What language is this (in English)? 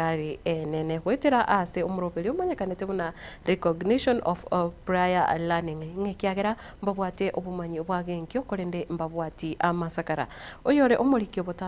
Gusii